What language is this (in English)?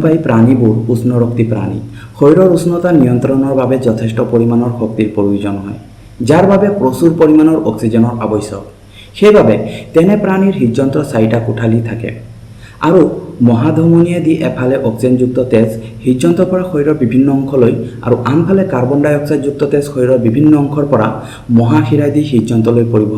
Assamese